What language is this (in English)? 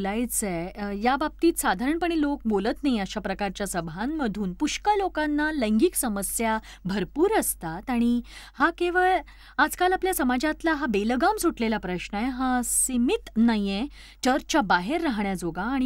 Marathi